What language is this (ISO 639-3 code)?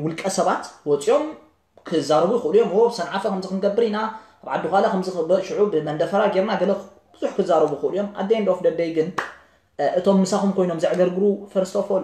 tir